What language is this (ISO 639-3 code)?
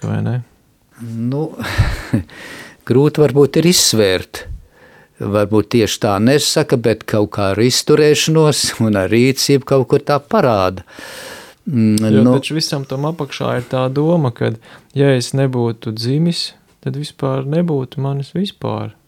lav